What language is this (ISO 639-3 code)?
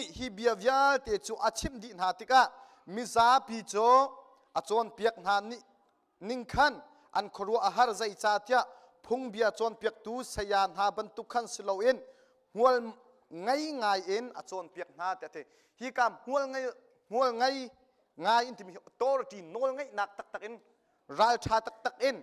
cnh